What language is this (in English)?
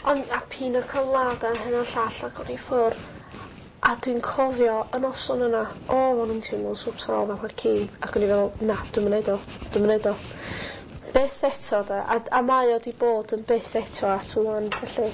Welsh